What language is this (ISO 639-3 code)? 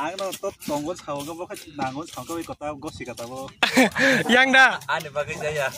trp